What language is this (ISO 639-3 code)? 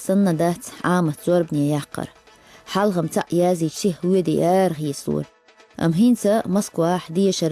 che